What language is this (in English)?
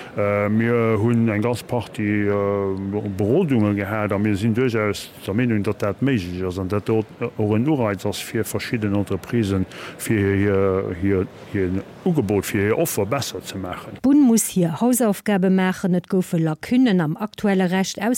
Luxembourgish